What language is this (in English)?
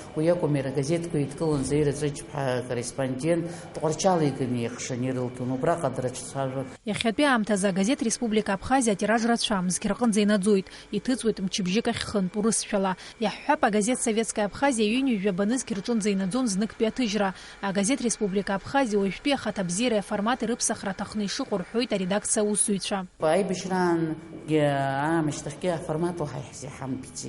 Abkhazian